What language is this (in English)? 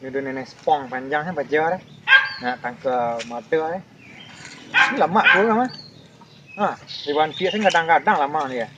Minangkabau